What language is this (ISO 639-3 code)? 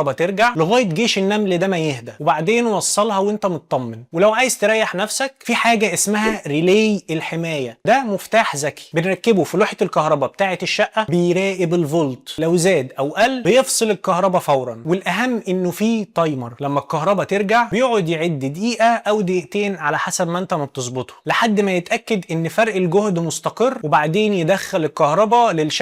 arz